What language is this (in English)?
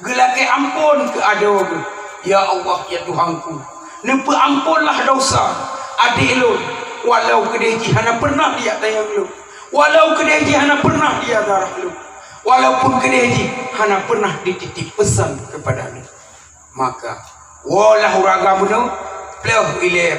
Achinese